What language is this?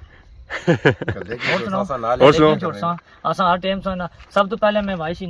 Pahari-Potwari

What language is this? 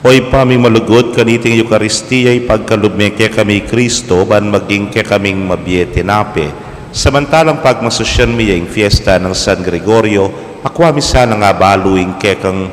Pampanga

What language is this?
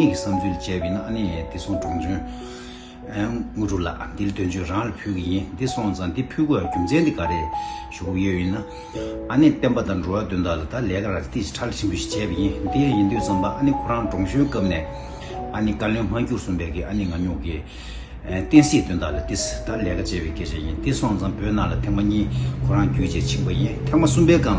Tibetan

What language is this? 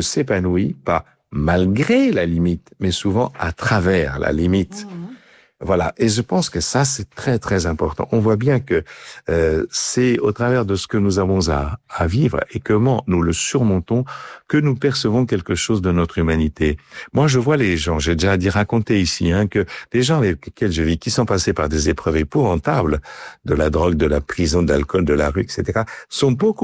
French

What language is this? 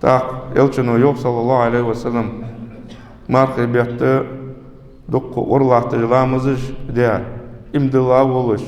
Ingush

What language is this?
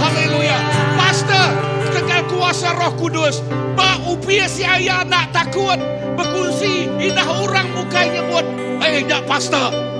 Iban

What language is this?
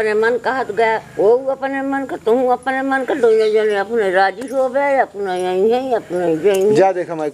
Awadhi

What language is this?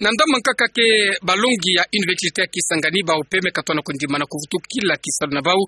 Kituba (Democratic Republic of Congo)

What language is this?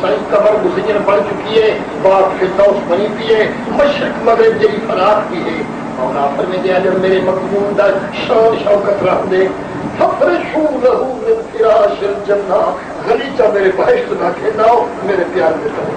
Saraiki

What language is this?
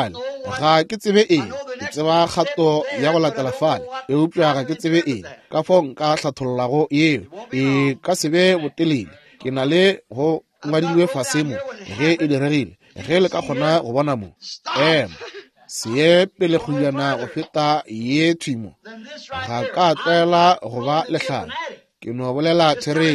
Northern Sotho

